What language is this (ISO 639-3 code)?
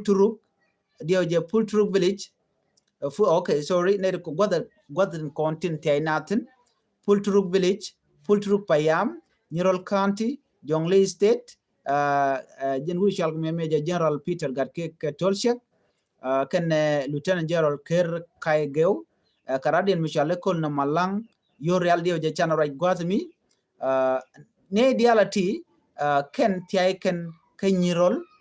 nus